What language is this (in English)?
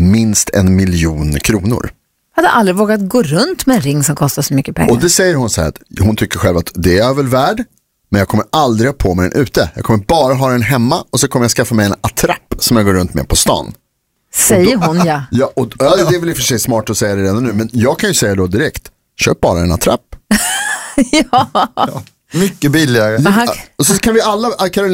Swedish